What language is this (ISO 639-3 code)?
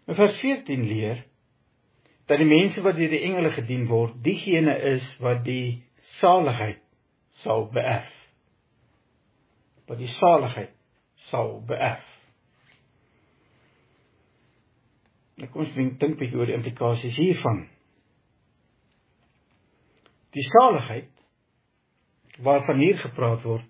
afr